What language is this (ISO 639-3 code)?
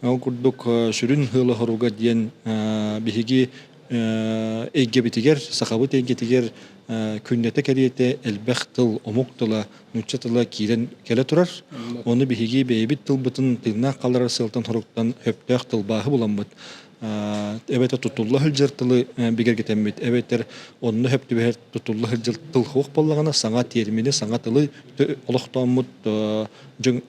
sah